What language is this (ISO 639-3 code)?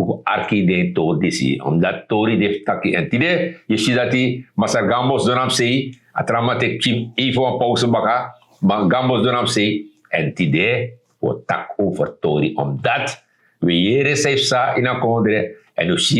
srn